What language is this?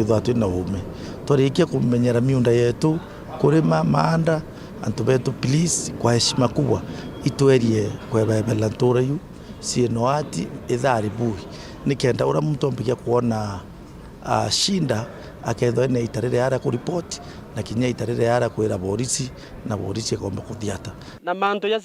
Meru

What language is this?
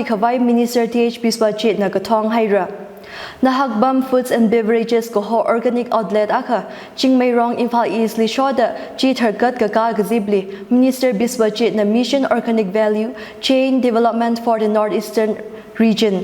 Tangkhul Naga (India)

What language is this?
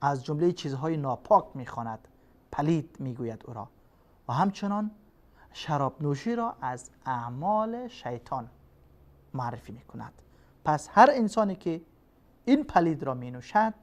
Persian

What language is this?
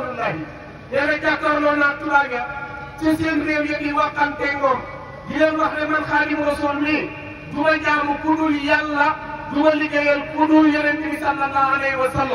Wolof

